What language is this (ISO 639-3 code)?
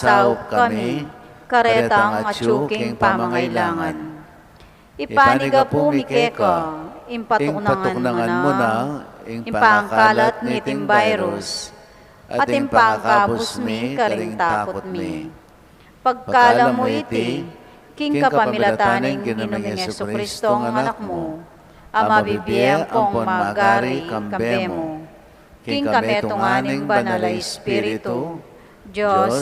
pam